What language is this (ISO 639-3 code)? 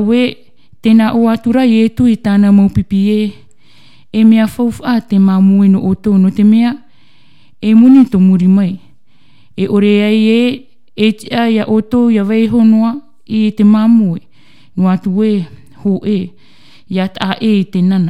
tah